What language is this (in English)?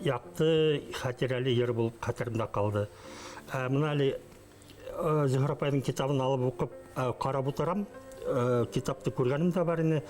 Bashkir